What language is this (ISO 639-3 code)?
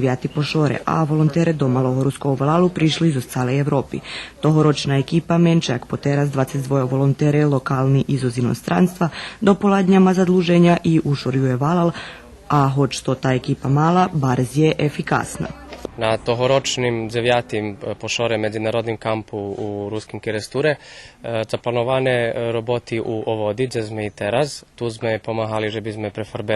rue